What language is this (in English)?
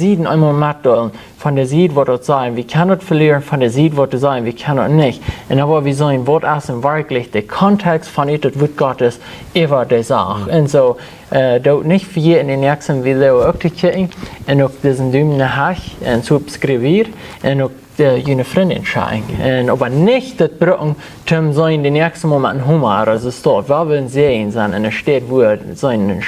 Plautdietsch